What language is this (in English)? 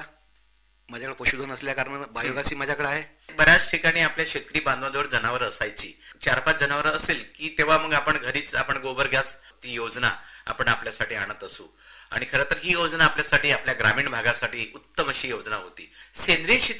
Marathi